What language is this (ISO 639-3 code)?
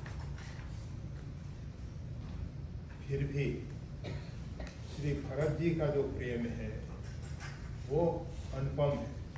hin